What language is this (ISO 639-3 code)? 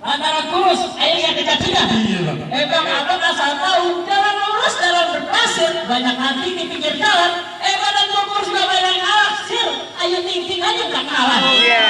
bew